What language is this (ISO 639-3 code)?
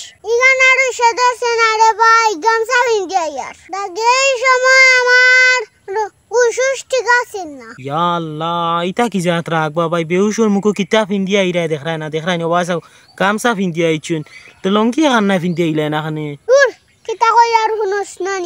syl